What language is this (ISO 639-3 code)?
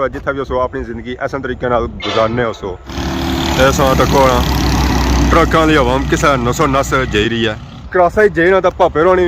phr